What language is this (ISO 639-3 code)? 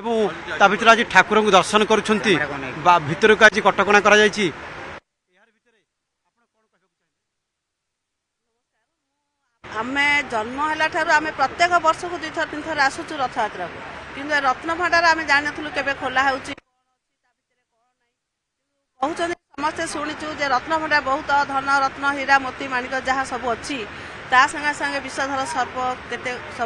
ori